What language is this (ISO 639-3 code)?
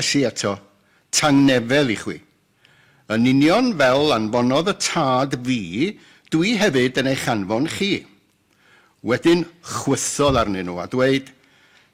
cym